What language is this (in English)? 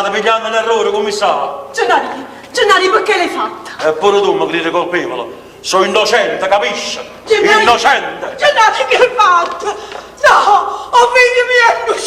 Neapolitan